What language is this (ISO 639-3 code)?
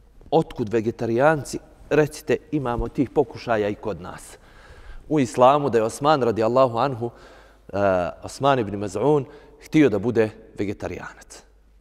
bos